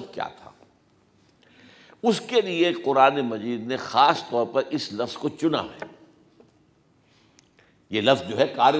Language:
Urdu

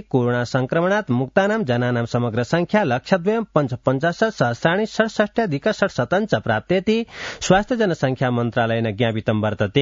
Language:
Sanskrit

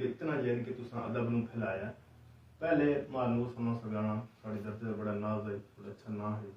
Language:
Saraiki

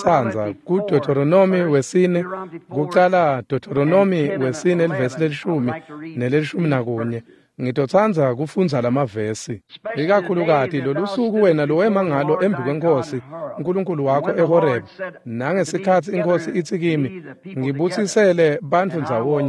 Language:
Swati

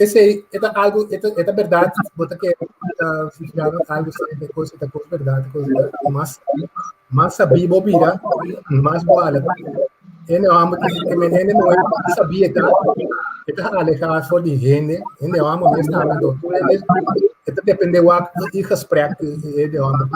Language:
Papiamento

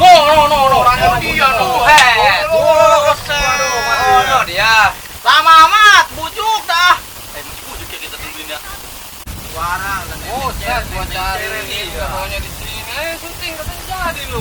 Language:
Betawi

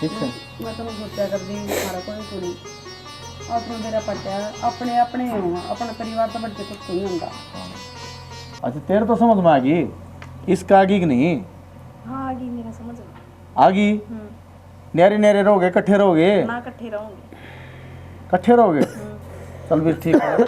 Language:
Haryanvi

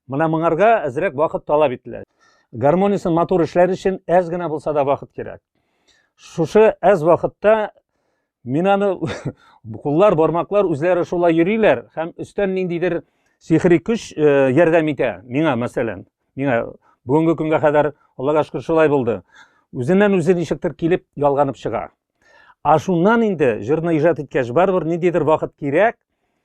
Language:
Tatar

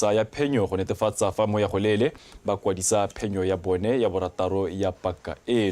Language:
Tswana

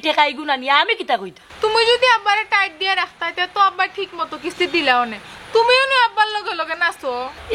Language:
Sylheti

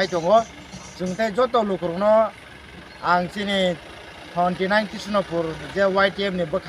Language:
Kok Borok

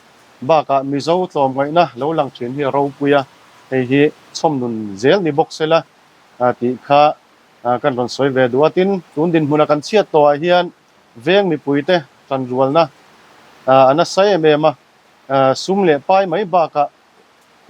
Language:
Mizo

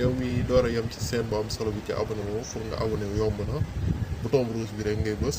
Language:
Wolof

